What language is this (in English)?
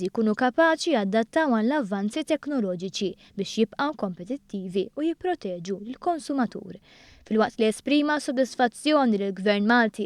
Maltese